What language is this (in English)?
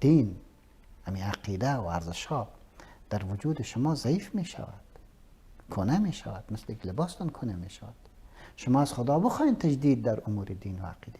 Persian